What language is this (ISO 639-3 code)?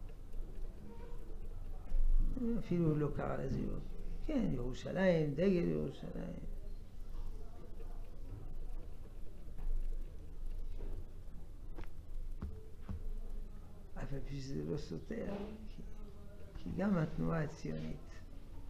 heb